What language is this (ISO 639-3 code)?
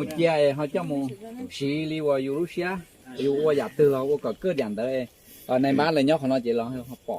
hmn